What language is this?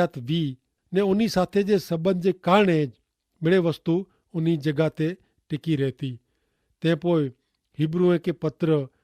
Kachhi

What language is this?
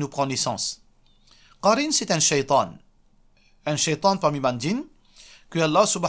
Morisyen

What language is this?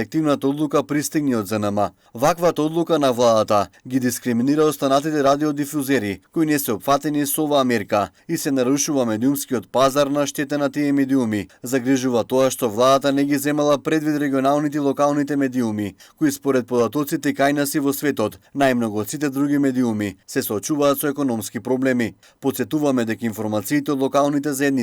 Macedonian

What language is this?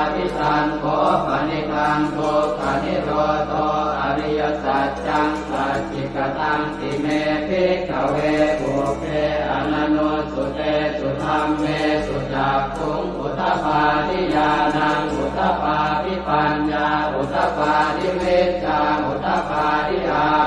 Pali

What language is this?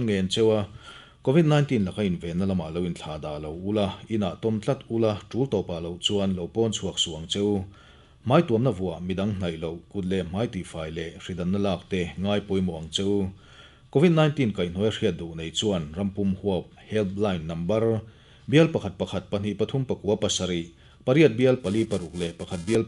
Mizo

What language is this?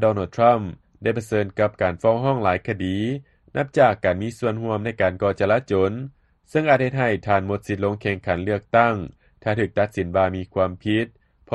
Lao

